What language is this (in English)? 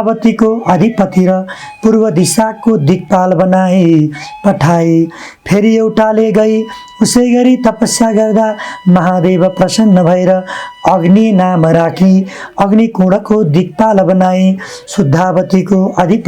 Nepali